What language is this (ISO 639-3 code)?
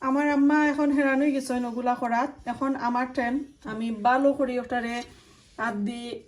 syl